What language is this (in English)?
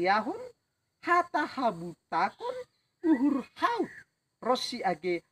Batak Simalungun